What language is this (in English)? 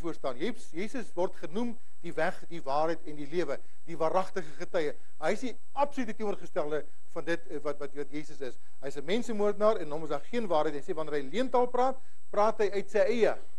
Afrikaans